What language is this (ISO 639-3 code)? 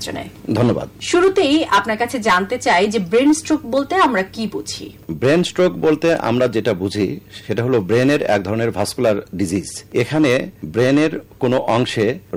ben